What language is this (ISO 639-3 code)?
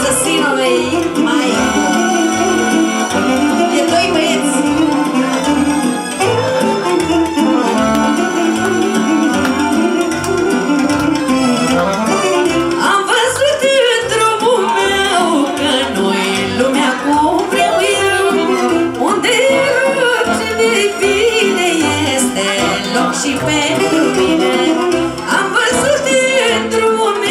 ron